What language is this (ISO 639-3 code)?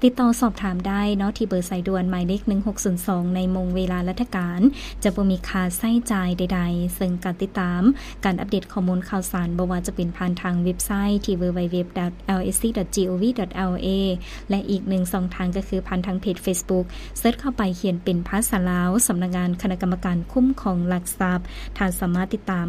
lao